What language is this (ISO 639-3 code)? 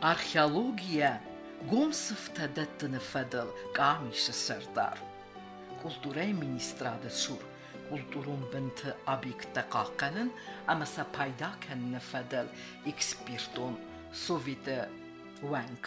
oss